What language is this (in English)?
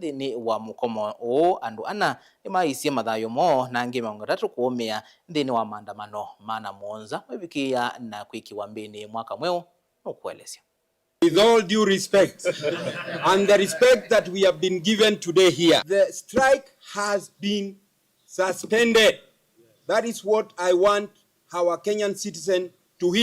Kamba